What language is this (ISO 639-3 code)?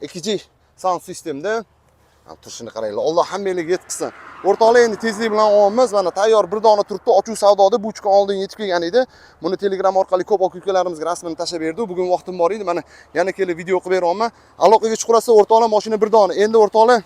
uzb